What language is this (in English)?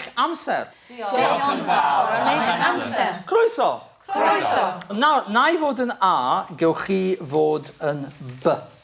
Welsh